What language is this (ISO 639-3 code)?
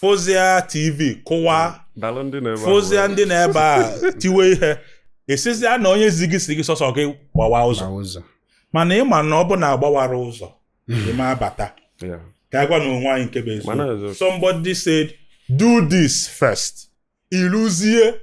ibo